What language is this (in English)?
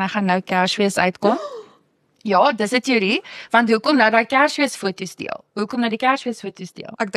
Afrikaans